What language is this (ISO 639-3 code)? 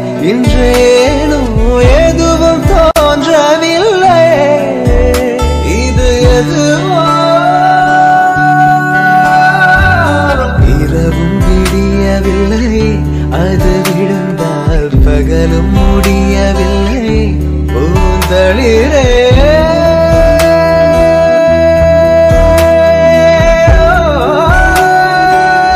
tam